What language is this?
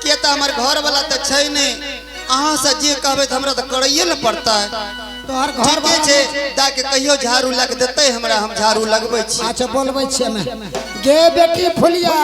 Angika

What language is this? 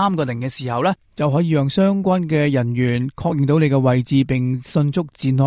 Cantonese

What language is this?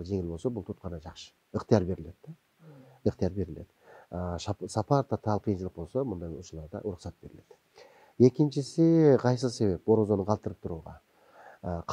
Kyrgyz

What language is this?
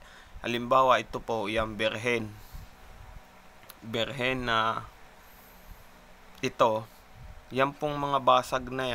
Filipino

